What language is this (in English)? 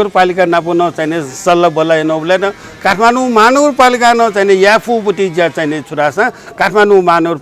Newari